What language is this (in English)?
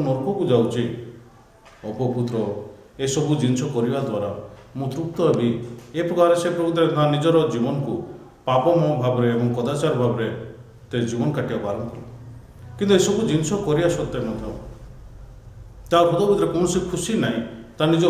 Odia